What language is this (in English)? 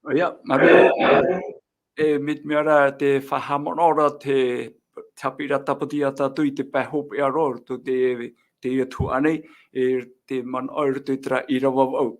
Tahitian